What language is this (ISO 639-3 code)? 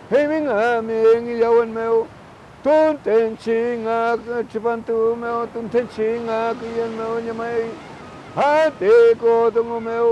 arn